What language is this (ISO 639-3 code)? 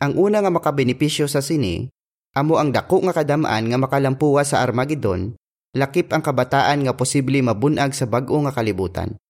hil